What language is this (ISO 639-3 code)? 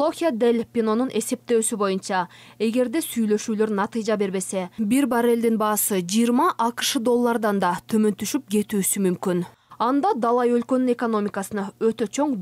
kir